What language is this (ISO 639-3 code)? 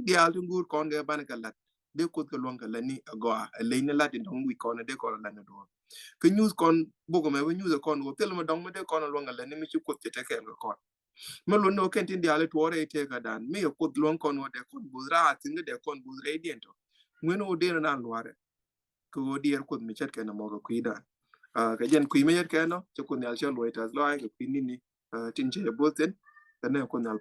nus